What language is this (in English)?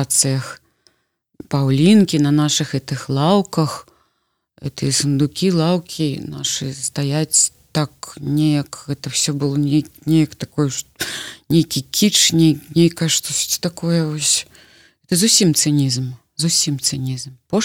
Belarusian